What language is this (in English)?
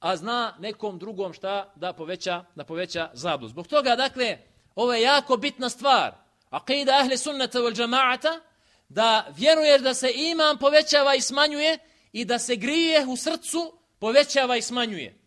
Bosnian